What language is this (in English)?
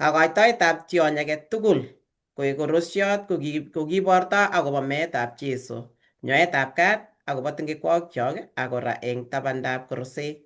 Kalenjin